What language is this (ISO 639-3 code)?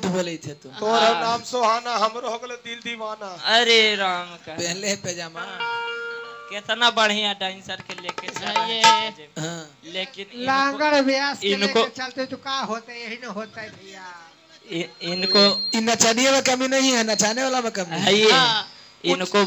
bho